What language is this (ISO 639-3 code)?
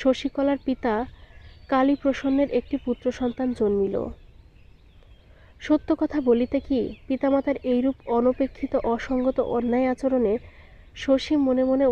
ben